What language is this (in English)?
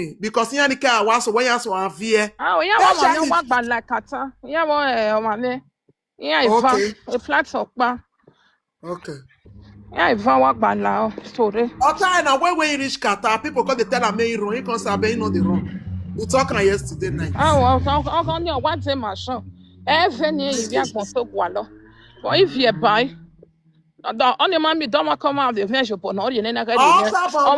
Nigerian Pidgin